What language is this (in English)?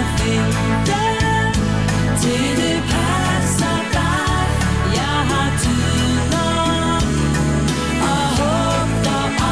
Danish